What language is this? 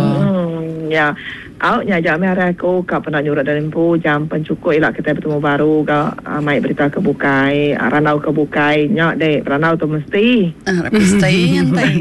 Iban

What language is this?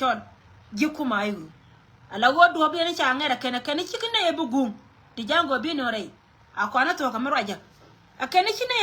Nuer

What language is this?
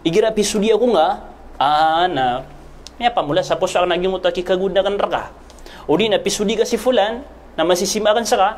Maranao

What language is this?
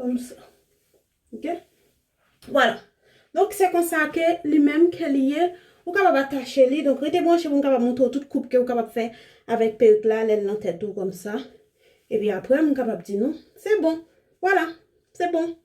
Haitian Creole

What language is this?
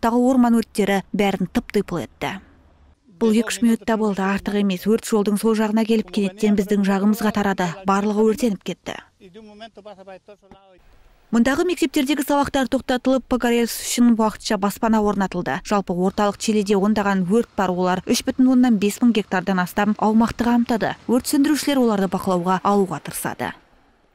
Kazakh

